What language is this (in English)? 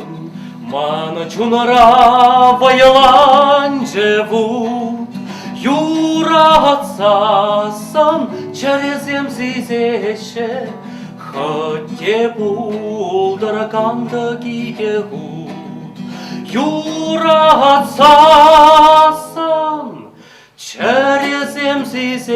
Chuvash